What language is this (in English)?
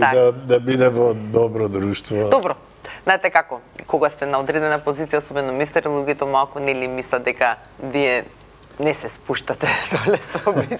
Macedonian